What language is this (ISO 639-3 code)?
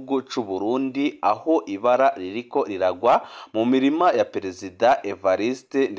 run